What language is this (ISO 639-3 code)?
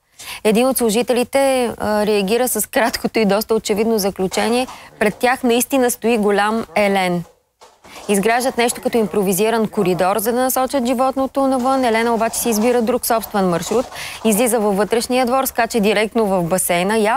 bul